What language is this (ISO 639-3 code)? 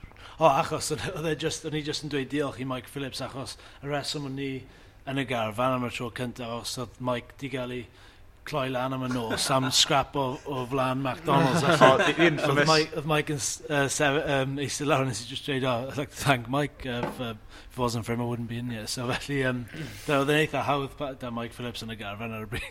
cym